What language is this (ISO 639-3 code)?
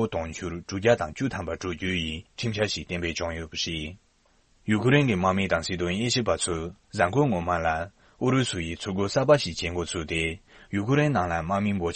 bod